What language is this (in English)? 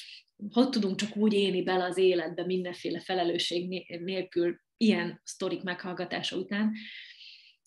Hungarian